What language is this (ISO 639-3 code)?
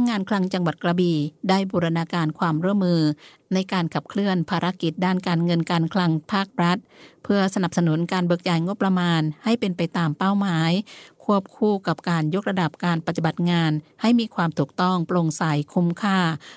tha